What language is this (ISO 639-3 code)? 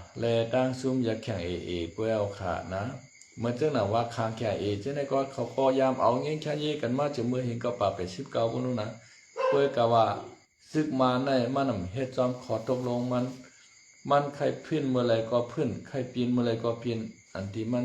shn